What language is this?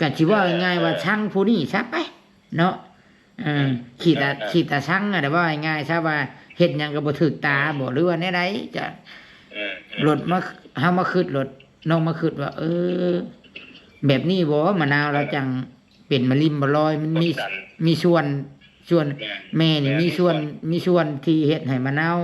Northeastern Thai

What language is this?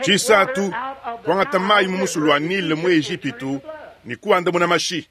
Luba-Lulua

